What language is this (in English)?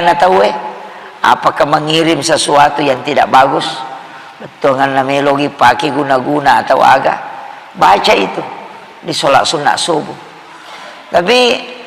Buginese